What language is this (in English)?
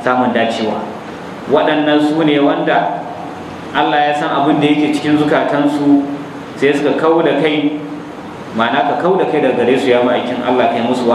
Hausa